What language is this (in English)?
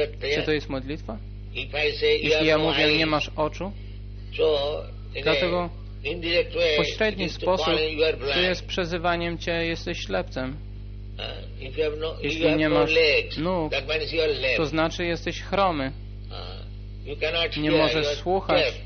Polish